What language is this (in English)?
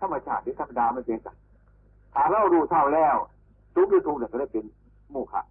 Northeastern Thai